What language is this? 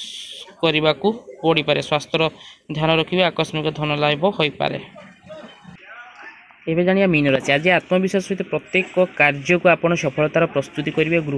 Odia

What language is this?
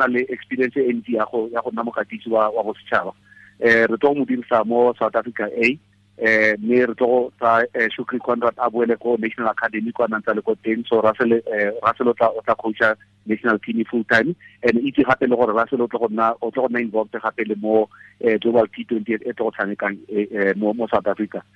Tswana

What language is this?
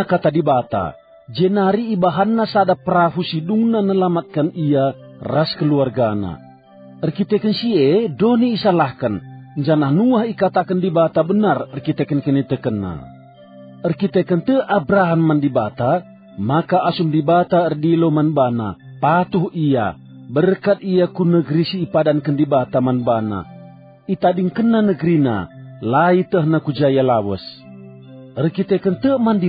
Batak Karo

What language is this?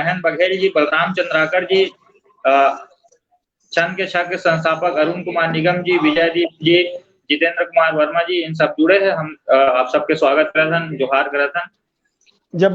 Chhattisgarhi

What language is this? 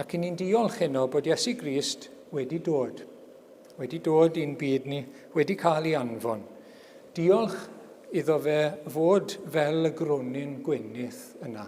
Welsh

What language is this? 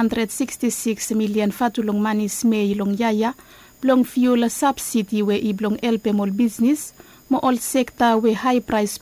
Bislama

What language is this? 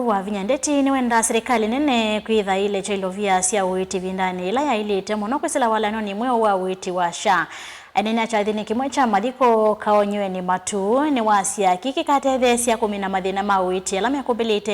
Kamba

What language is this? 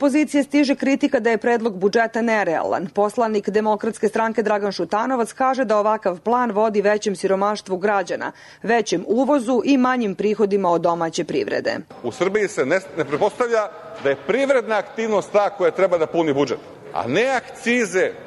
Serbian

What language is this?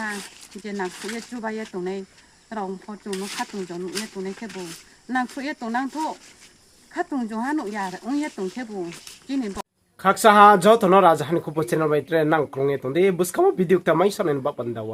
Riang (India)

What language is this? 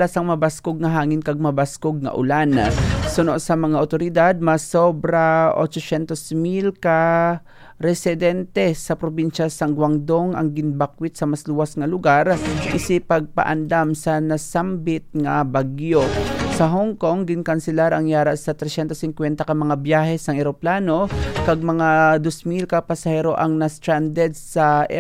Hiligaynon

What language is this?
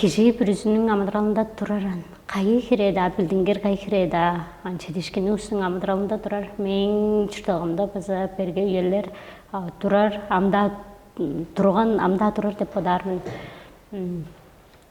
Tuvinian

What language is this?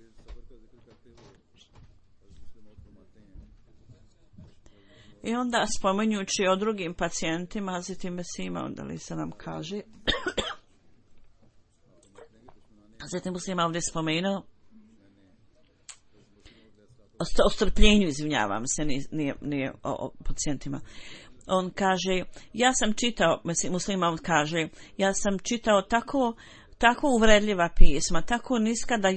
Bosnian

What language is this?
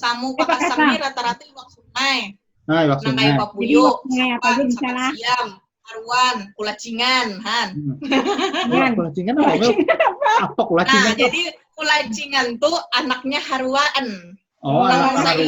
Banjar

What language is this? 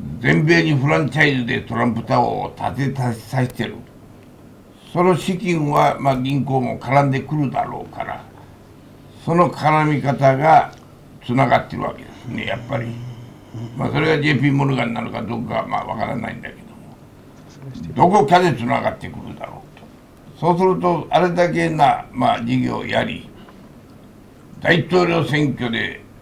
Japanese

